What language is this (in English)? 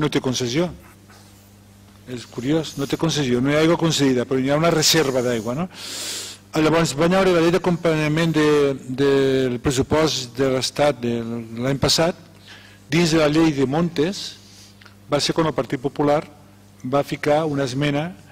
Catalan